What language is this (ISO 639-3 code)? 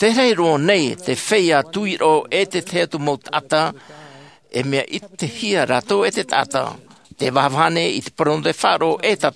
tah